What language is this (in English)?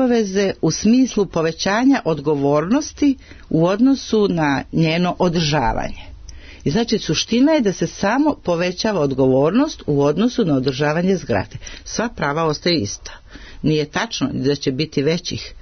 Serbian